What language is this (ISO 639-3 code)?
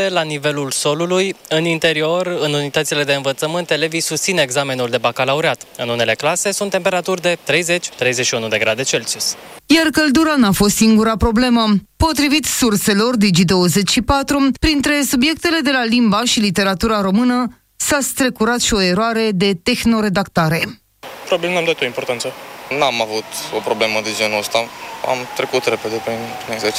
ron